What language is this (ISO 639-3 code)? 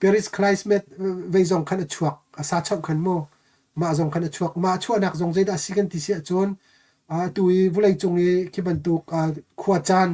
cnh